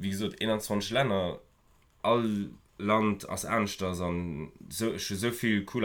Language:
Luxembourgish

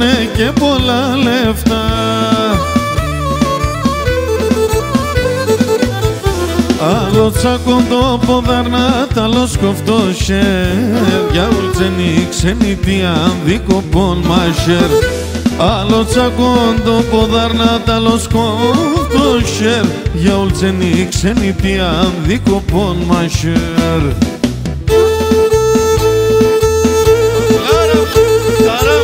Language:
Pontic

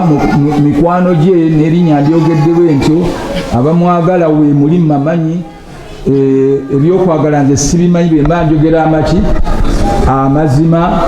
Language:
Ganda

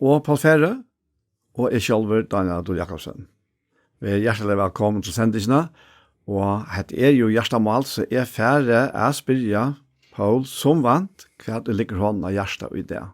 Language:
Faroese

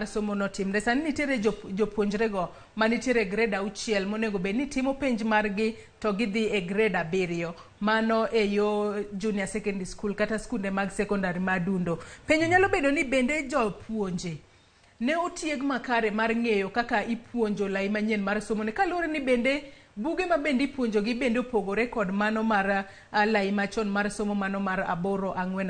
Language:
Luo (Kenya and Tanzania)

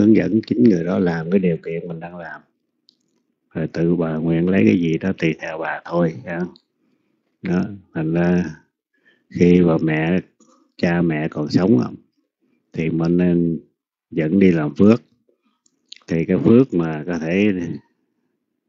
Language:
Vietnamese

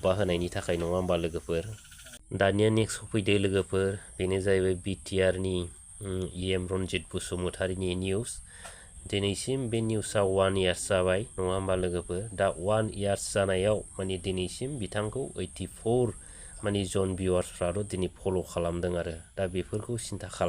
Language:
Bodo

